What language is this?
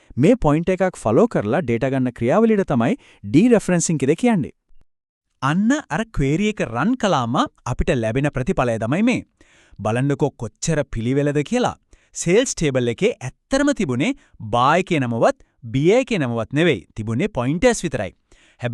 Sinhala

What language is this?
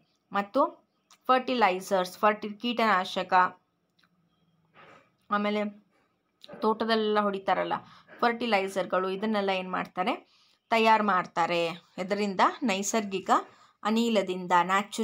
Kannada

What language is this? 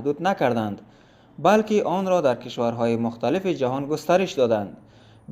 Tajik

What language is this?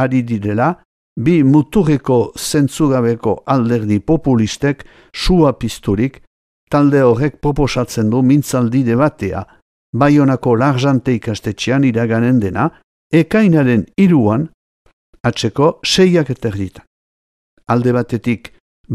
Basque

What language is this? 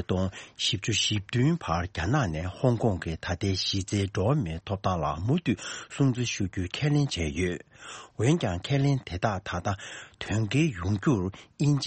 Tibetan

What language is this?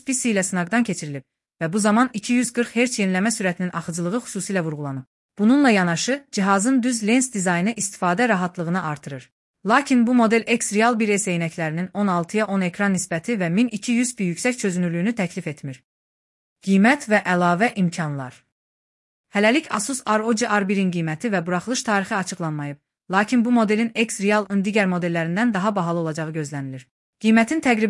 Azerbaijani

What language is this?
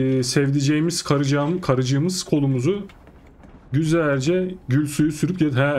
Turkish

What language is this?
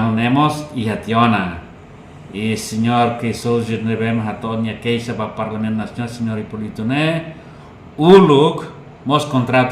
Tetum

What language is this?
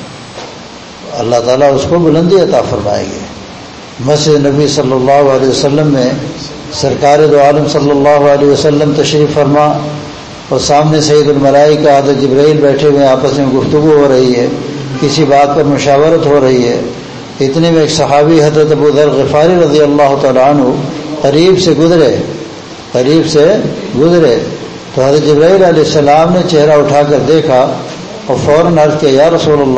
Urdu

